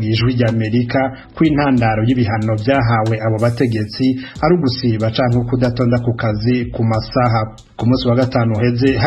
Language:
Rundi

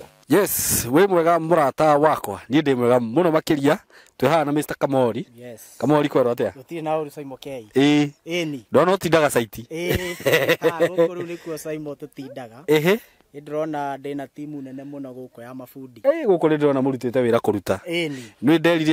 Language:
Kikuyu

